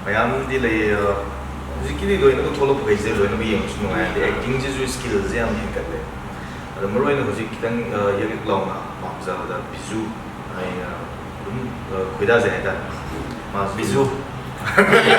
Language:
Manipuri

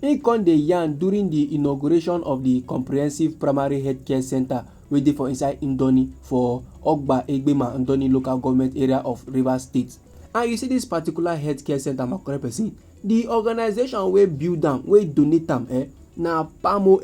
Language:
Nigerian Pidgin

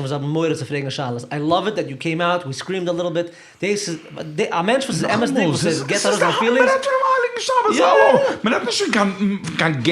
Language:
Yiddish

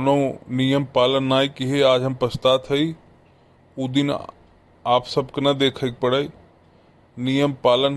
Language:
Bhojpuri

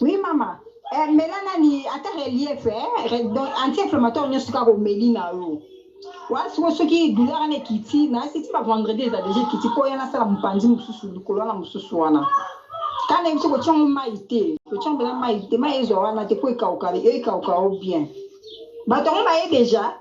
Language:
Lingala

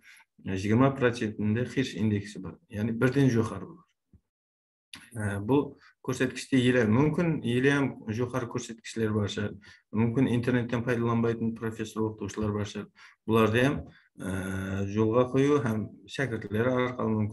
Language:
Kara-Kalpak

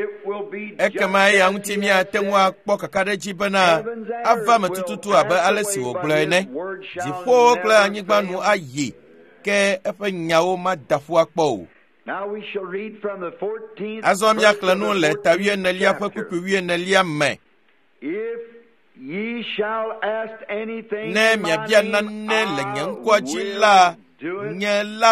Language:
Ewe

